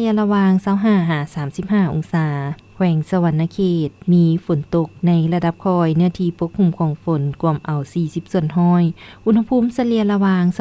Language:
Lao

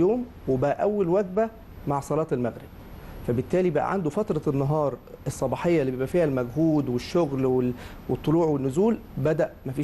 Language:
Egyptian Arabic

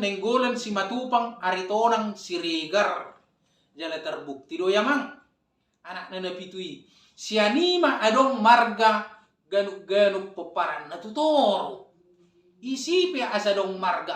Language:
Batak Toba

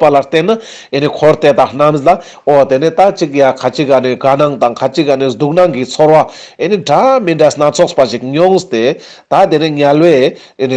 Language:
Ladakhi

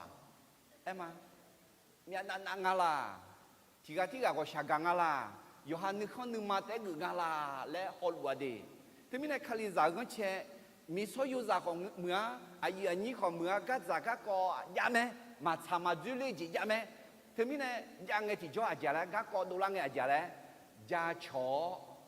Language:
Akha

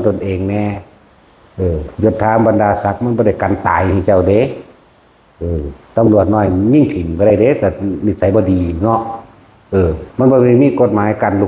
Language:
Lao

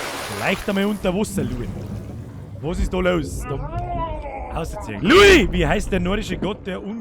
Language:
Bavarian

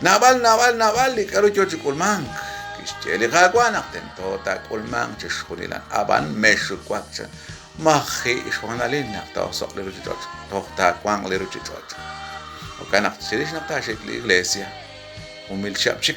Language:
Kekchí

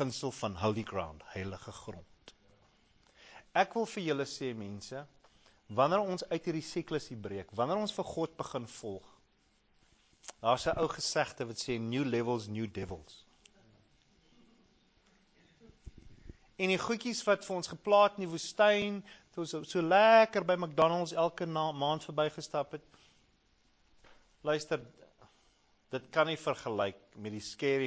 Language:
Afrikaans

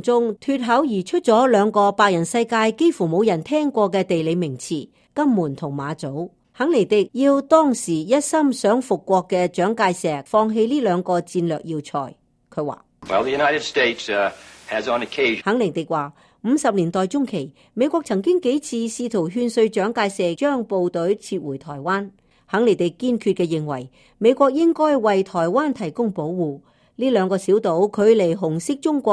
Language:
Cantonese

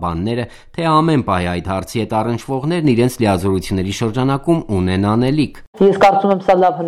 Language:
Armenian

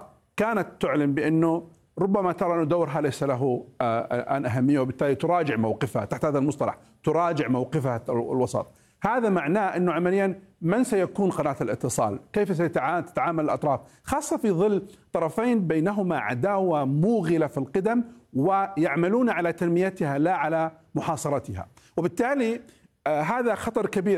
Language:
Arabic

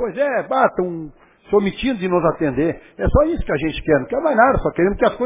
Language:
Portuguese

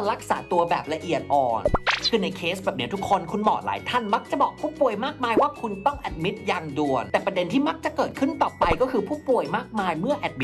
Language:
Thai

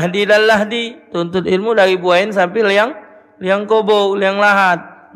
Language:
Musi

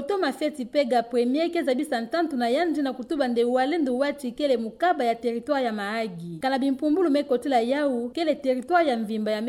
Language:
Kituba (Democratic Republic of Congo)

